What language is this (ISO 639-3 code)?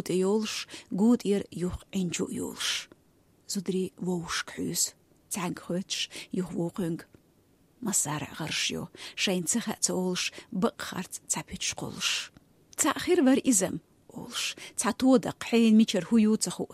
che